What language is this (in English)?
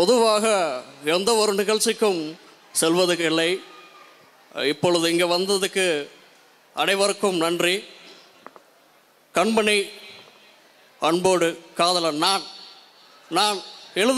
Tamil